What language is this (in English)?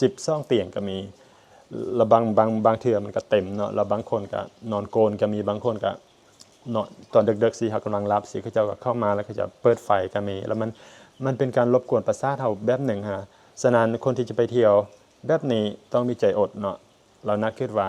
Lao